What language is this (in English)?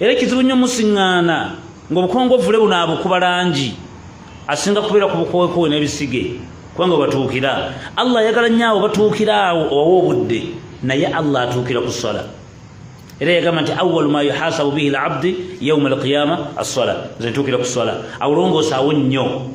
Ganda